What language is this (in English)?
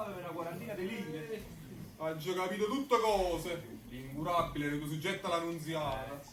Neapolitan